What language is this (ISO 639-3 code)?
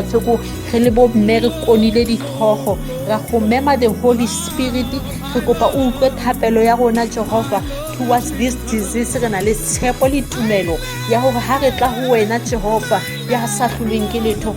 sot